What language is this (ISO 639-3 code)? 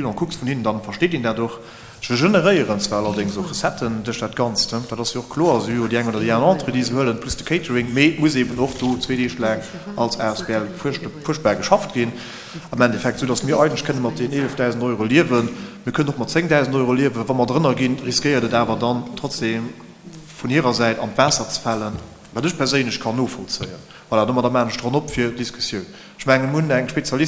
ltz